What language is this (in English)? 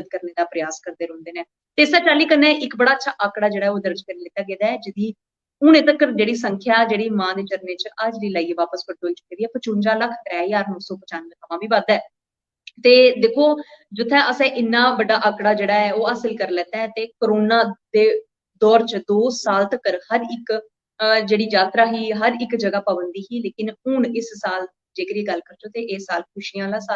Dogri